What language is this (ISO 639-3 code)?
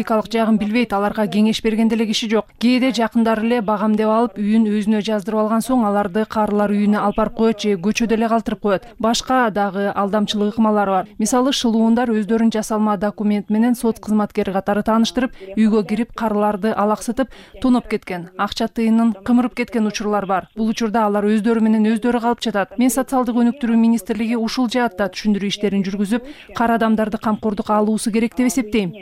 kir